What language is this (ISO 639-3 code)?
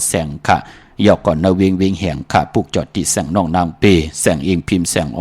shn